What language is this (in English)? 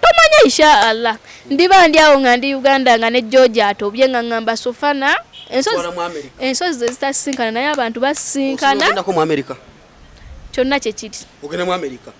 Ganda